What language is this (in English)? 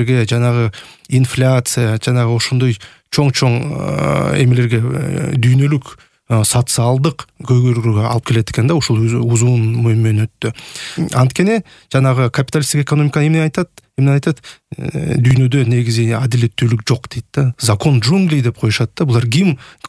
Kyrgyz